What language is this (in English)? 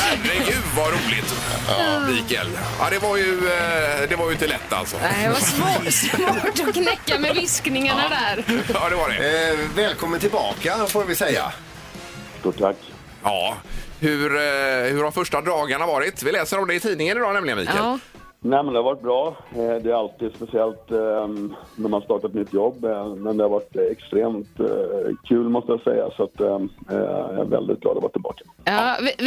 Swedish